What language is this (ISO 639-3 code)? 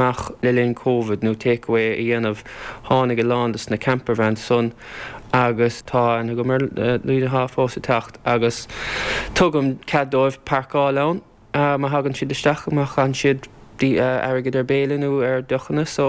gle